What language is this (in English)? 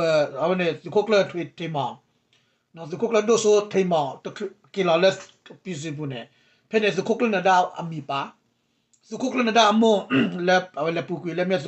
S'gaw Karen